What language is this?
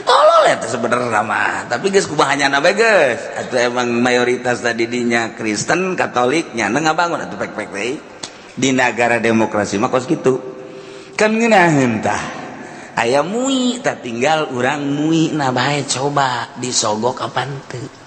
Sundanese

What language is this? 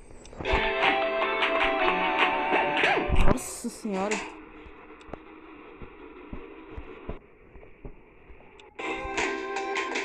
Portuguese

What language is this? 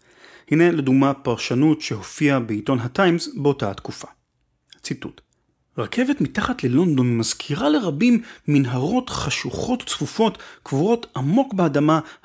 Hebrew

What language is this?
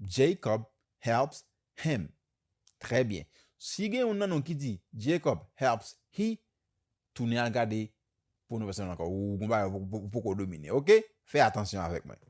Haitian Creole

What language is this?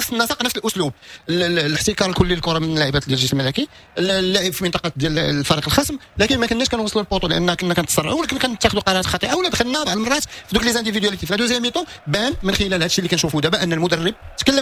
Moroccan Arabic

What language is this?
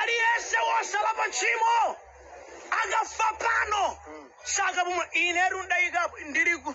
Nyanja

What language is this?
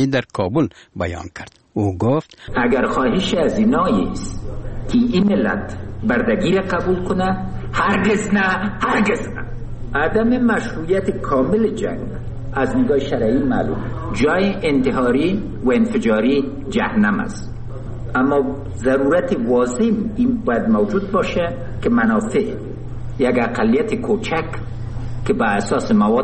Persian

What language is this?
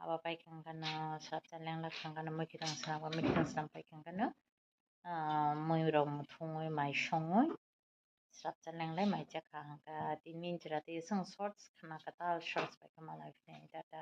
Kok Borok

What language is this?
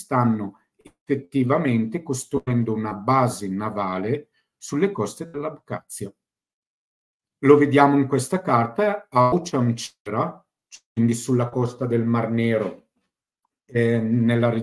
Italian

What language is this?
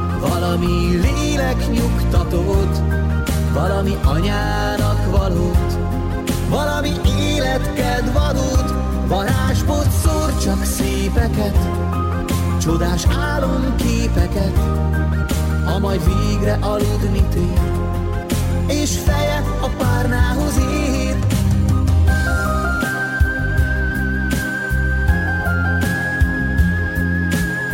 Hungarian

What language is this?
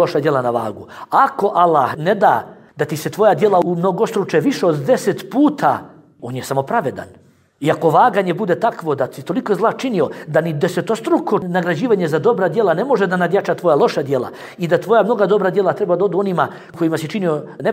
Bosnian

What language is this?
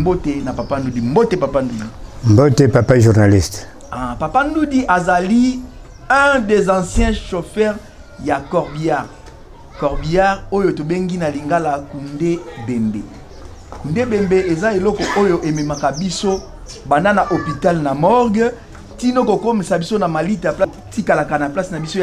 Lingala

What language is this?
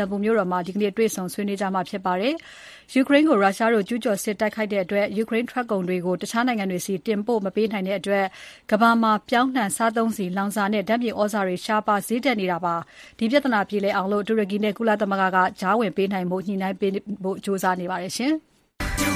Burmese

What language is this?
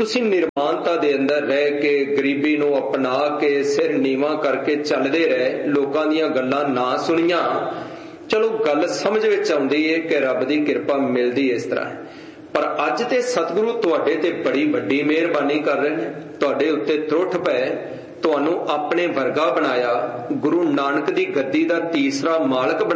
Punjabi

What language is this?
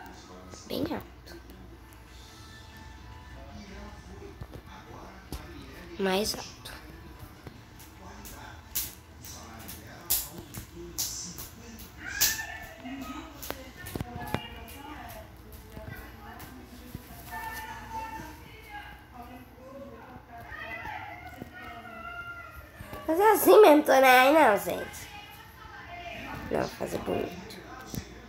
Portuguese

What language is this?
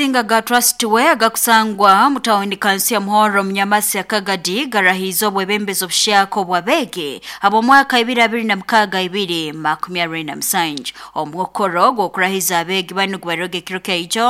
Nyoro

